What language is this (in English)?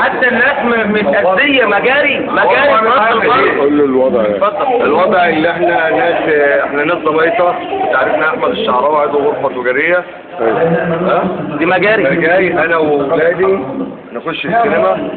Egyptian Arabic